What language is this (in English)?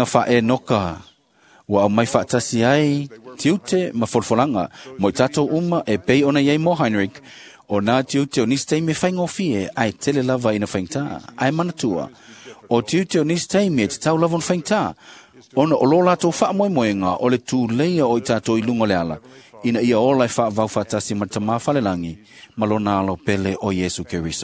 Samoan